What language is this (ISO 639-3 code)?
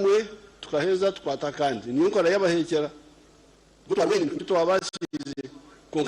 nyn